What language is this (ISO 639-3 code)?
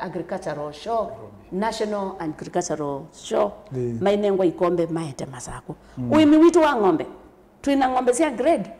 kam